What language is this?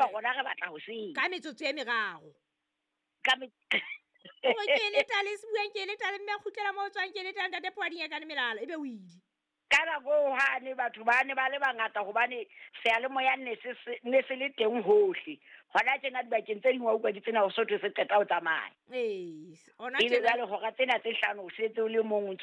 Southern Sotho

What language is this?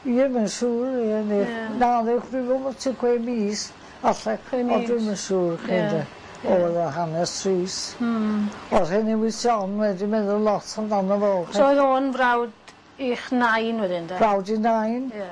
Welsh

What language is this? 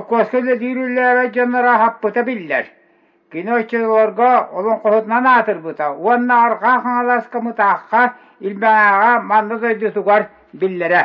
Yakut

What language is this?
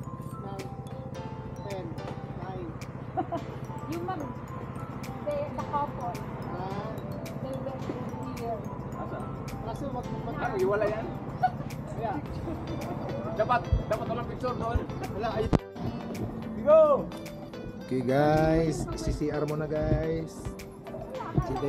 Filipino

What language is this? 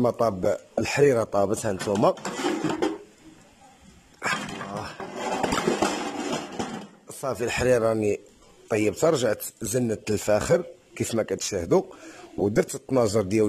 Moroccan Arabic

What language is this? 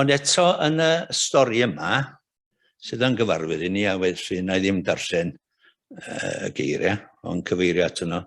Welsh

